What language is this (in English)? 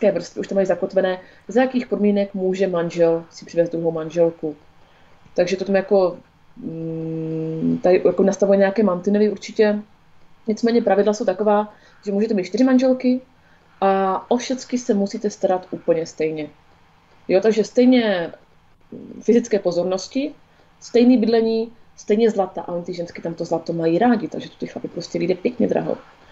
Czech